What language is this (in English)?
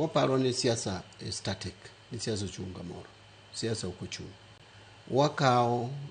Luo (Kenya and Tanzania)